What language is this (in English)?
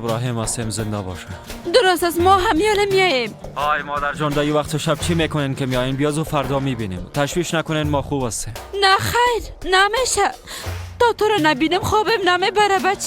Persian